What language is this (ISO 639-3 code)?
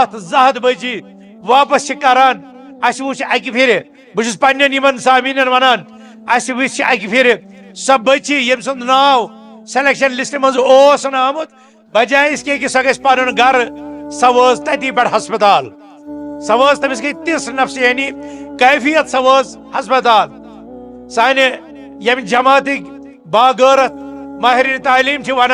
kas